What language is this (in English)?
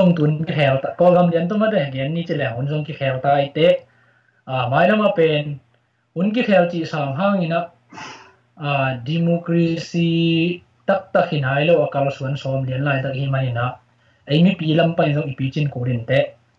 Tedim Chin